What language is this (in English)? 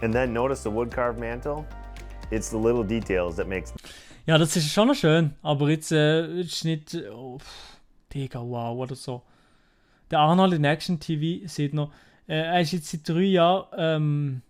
Swiss German